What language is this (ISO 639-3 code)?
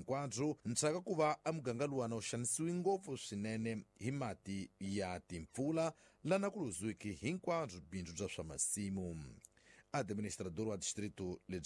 tso